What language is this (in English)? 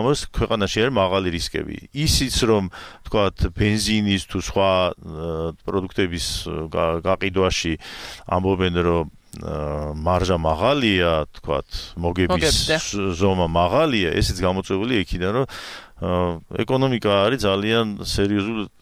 Georgian